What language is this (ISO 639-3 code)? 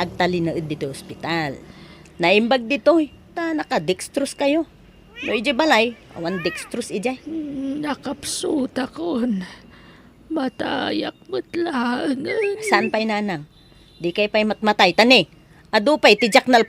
ilo